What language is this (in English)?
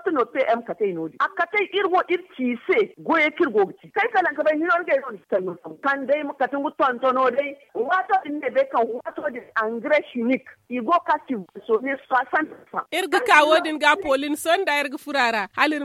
Zarma